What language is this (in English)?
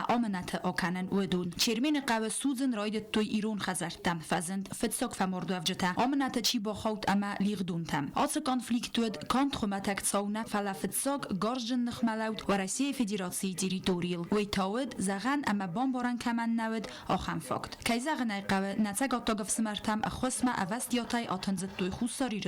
Ossetic